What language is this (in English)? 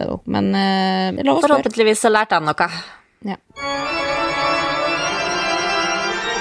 Norwegian